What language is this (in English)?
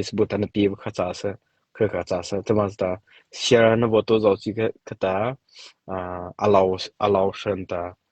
Mara Chin